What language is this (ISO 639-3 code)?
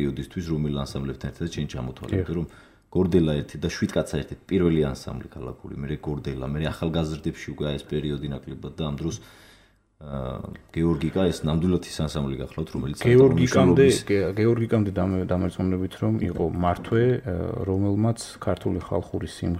kat